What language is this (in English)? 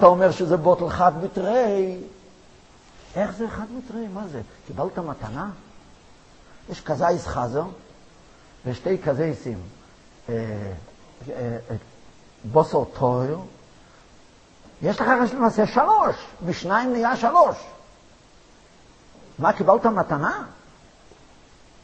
Hebrew